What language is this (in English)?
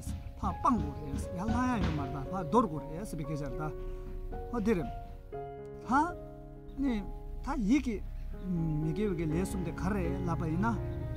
Tibetan